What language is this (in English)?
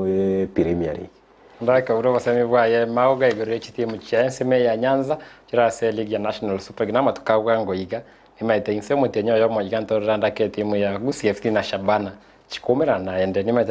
Gusii